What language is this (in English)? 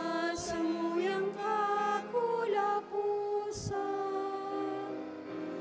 Bikol